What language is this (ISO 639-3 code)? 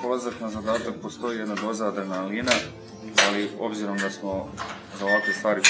srp